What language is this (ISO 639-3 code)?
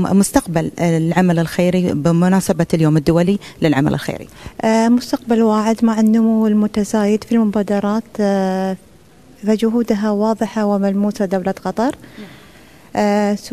ara